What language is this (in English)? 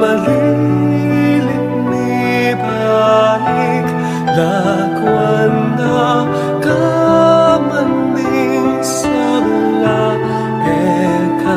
Pampanga